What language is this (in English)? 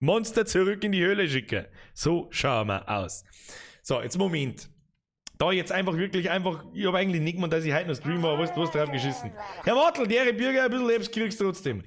Bavarian